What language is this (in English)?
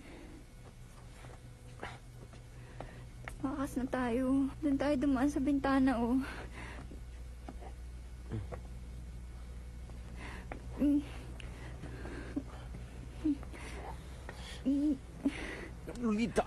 Filipino